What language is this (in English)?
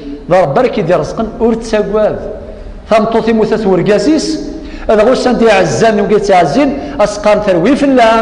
Kabyle